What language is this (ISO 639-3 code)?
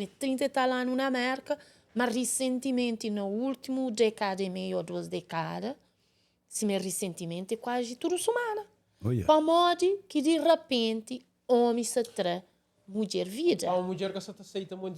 kea